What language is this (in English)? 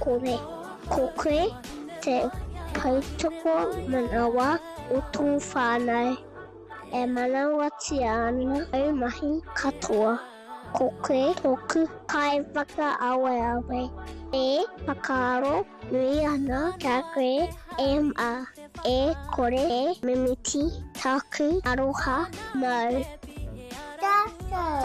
Māori